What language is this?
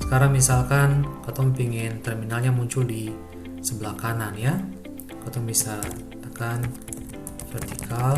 Ambonese Malay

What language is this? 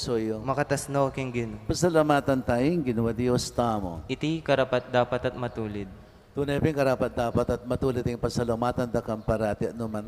Pampanga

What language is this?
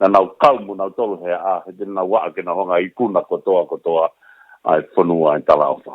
Tongan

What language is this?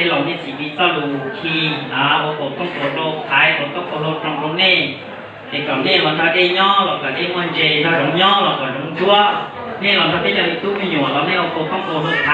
Hmong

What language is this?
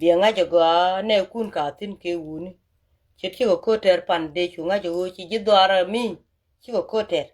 Nuer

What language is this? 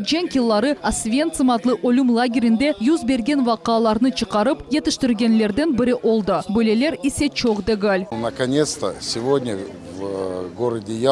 Crimean Tatar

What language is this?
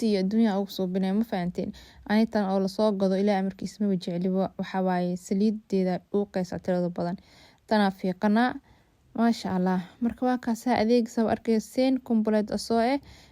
Somali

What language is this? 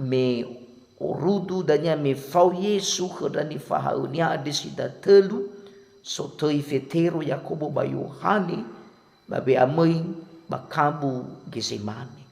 Nias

